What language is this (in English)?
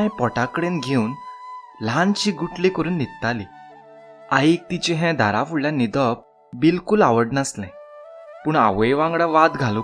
Konkani